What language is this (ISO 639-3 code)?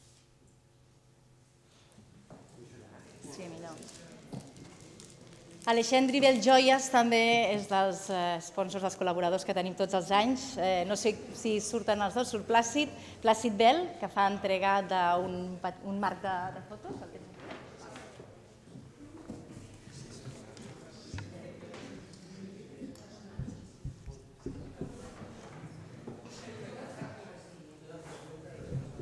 cat